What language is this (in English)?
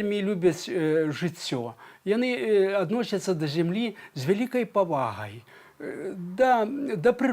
Belarusian